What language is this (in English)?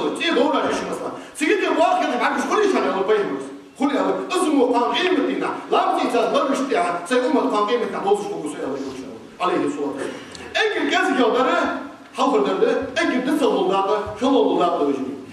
Ingush